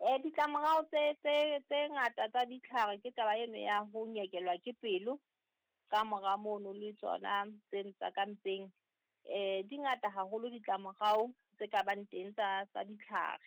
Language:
Southern Sotho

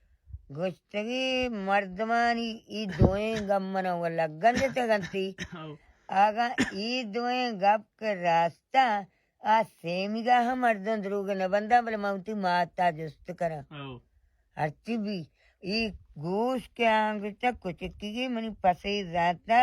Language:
Baluchi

